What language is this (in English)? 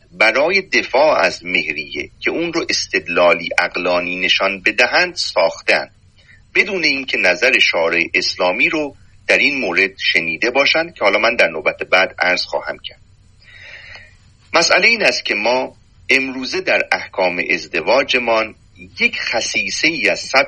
Persian